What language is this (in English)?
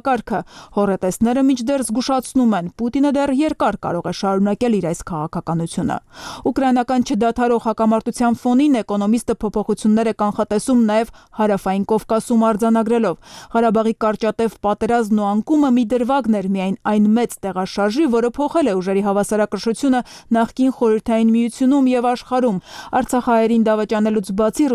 Armenian